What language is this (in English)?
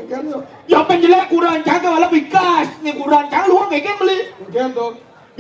Balinese